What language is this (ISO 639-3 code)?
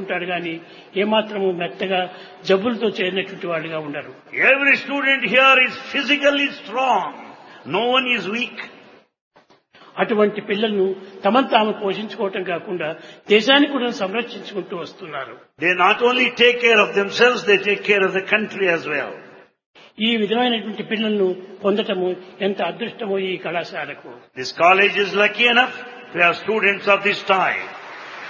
tel